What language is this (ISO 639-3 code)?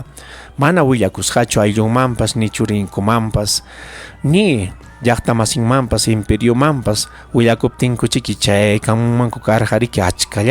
quy